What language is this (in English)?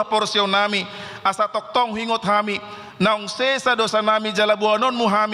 Batak Toba